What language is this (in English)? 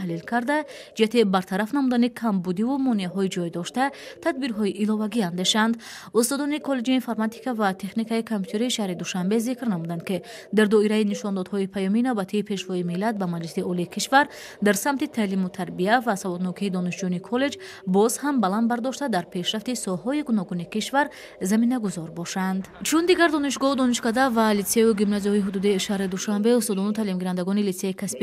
Tajik